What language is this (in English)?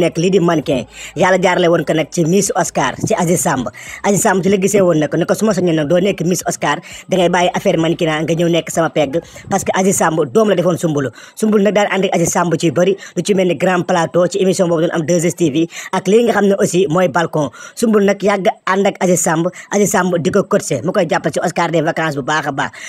Wolof